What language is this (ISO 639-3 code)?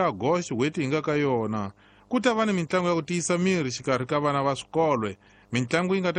tso